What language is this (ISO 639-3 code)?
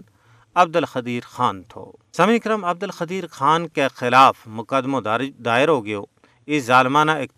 gju